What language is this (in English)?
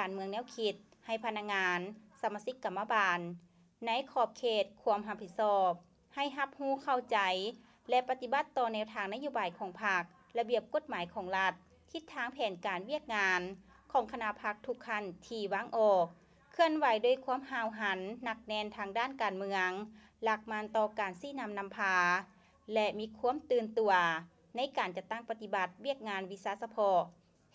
Lao